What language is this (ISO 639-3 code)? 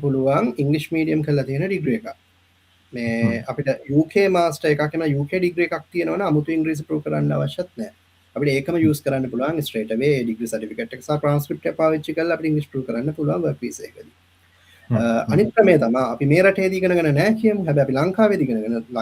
sin